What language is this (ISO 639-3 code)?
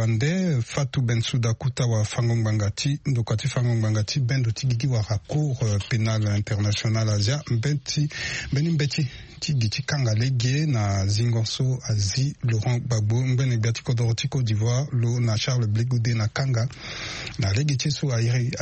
sag